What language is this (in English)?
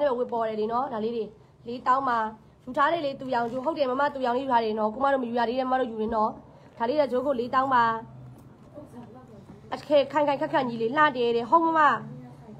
Burmese